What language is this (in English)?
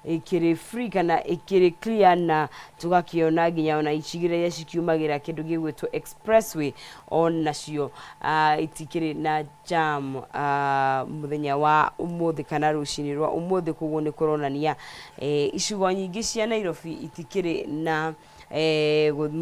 Kikuyu